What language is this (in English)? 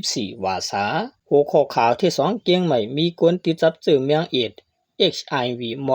Shan